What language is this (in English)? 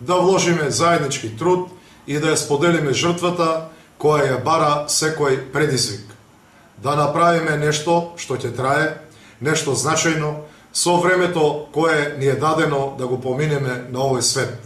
Macedonian